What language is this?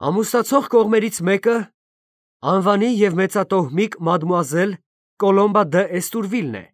Armenian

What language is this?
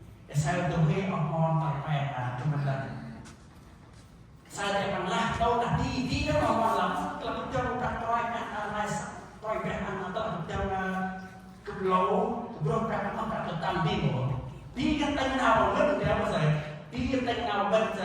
Central Mnong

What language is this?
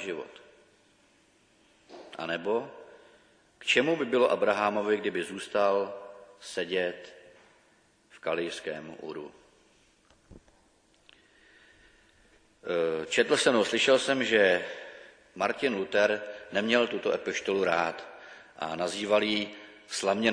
Czech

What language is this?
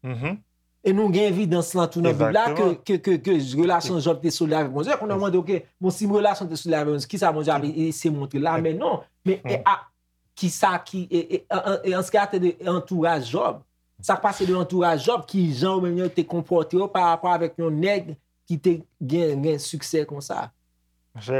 Haitian Creole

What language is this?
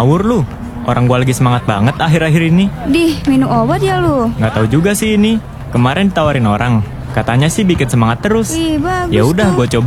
Indonesian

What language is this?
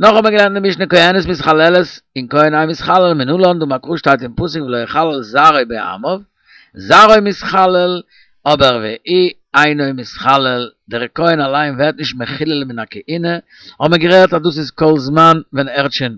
Yiddish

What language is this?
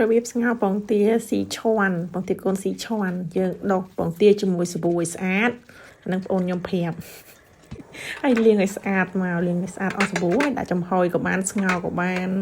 Khmer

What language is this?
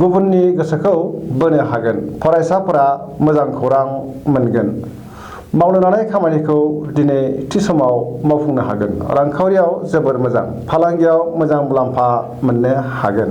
Bodo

